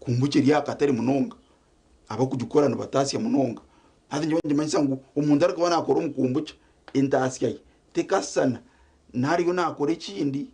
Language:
Nyankole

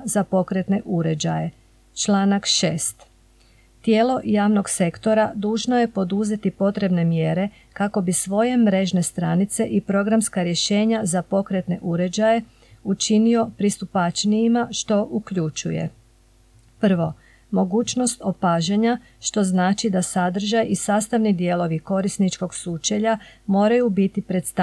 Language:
Croatian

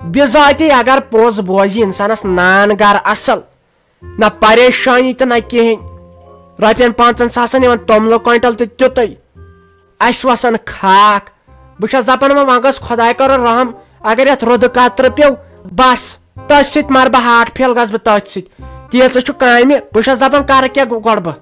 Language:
Kashmiri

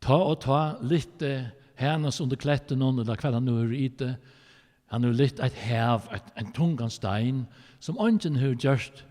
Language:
Faroese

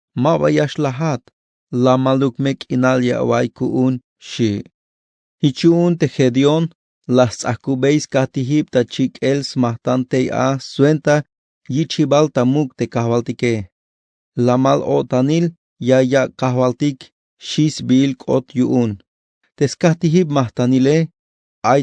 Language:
Tzeltal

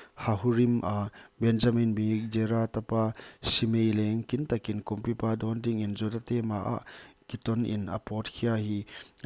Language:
Paite Chin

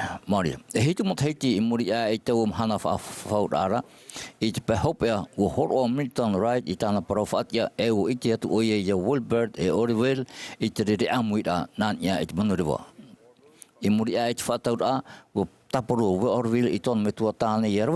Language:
Tahitian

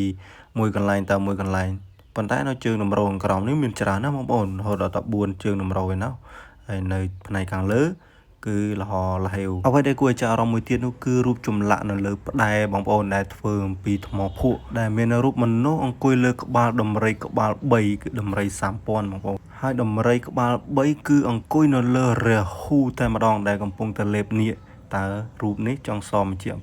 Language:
Khmer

